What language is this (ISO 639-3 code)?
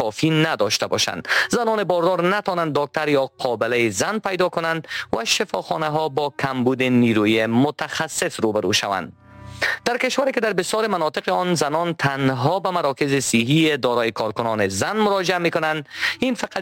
fas